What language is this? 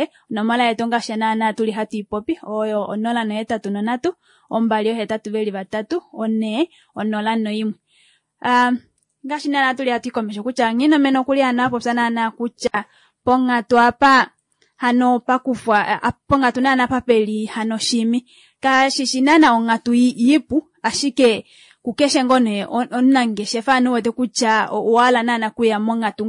Kuanyama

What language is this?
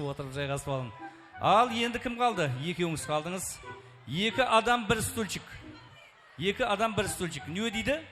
Kara-Kalpak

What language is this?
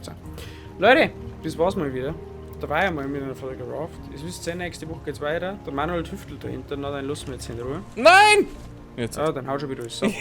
Bavarian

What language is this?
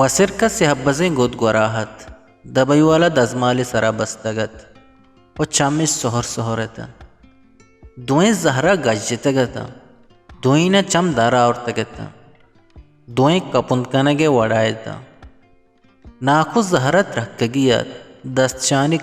Eastern Balochi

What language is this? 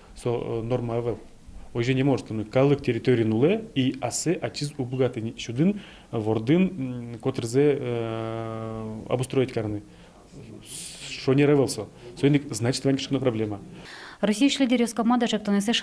Udmurt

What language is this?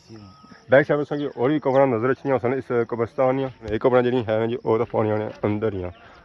Pahari-Potwari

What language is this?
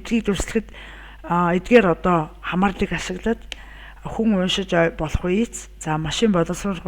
Mongolian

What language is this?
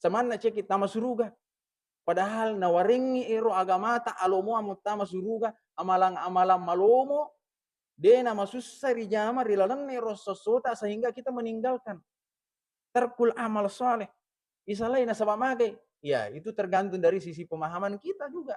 Buginese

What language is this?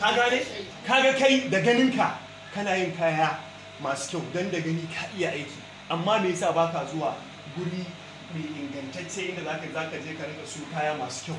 Hausa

